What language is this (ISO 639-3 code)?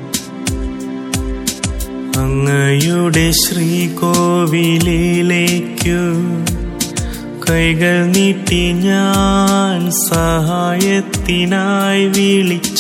mal